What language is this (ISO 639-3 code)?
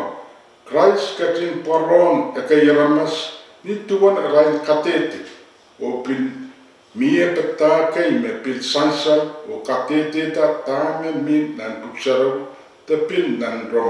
pon